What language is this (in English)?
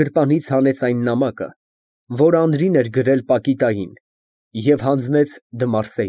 Armenian